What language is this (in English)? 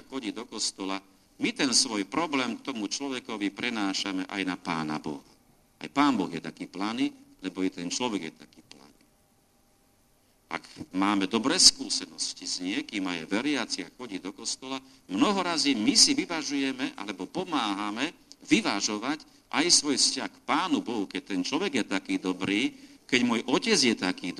Slovak